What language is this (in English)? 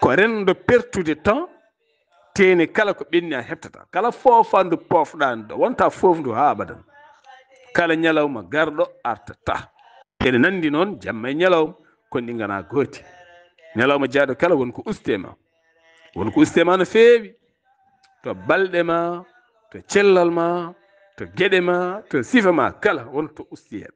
Fula